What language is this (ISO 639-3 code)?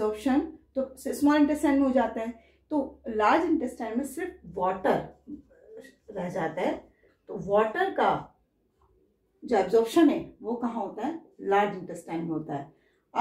hin